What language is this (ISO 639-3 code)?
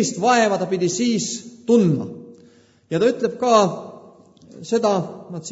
est